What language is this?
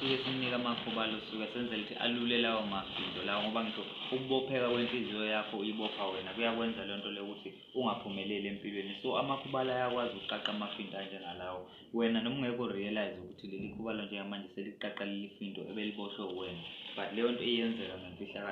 Zulu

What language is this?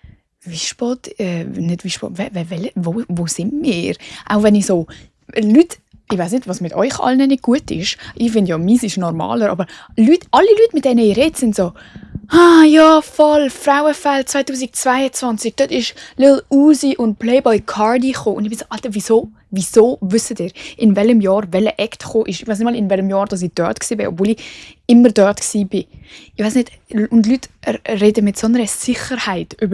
Swiss German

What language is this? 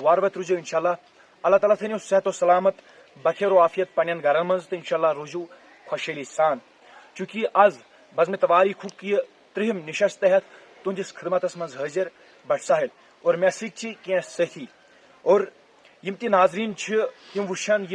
Kashmiri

